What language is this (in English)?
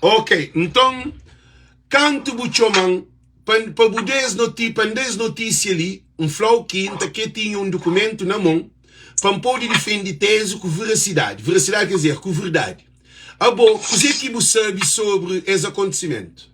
Kabuverdianu